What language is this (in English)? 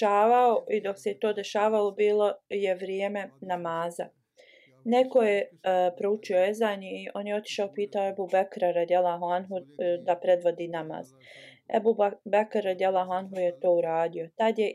Bosnian